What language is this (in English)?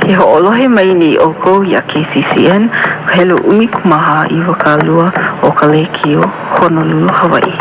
Hawaiian